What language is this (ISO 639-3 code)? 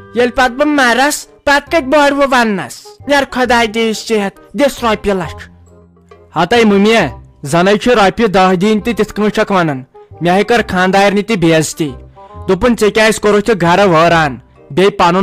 kas